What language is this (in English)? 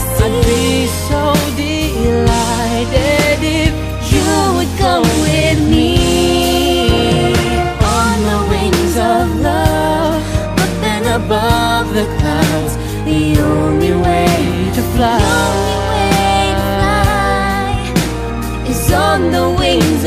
English